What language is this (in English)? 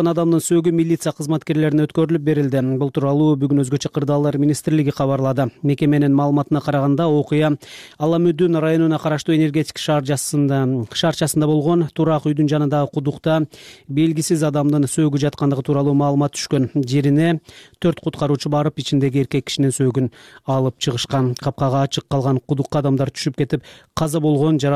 Kyrgyz